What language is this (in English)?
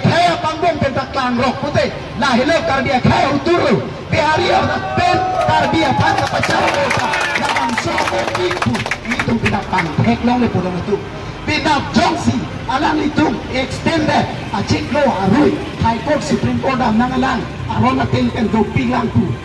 Karbi